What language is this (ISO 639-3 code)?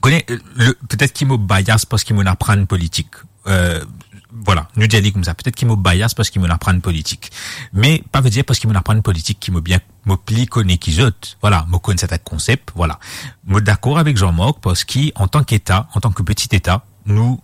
mfe